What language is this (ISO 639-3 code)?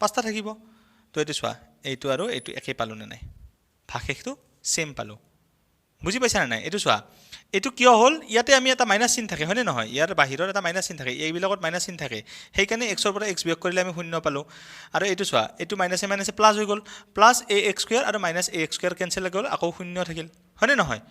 asm